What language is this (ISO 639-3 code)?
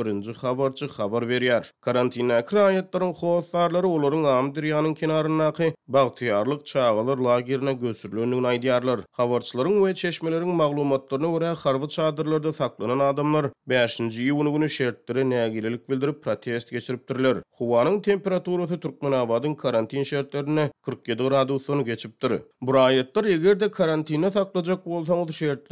tuk